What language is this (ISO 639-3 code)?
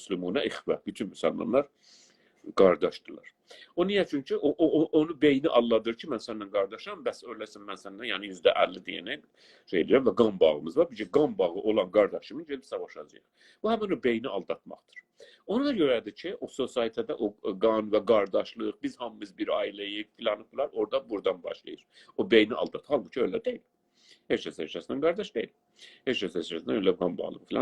azb